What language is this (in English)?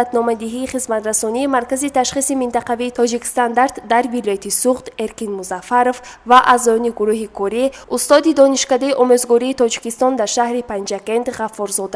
Tajik